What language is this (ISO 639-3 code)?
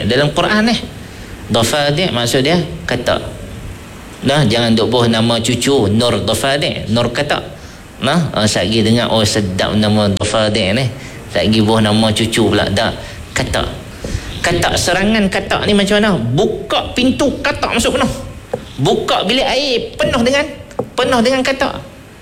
msa